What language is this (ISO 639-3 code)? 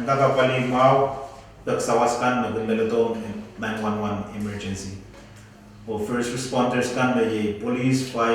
pon